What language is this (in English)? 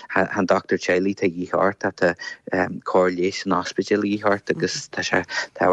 Irish